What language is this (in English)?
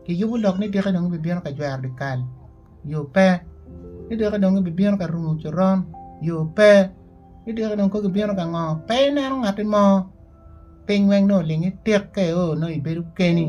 Acoli